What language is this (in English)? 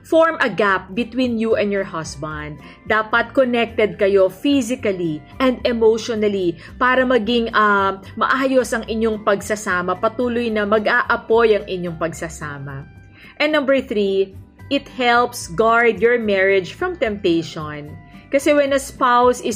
Filipino